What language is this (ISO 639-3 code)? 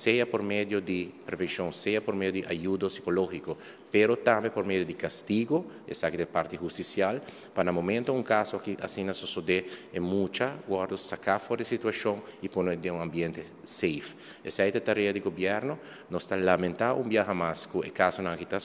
pap